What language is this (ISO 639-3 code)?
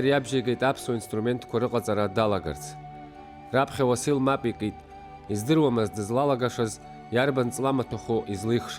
abk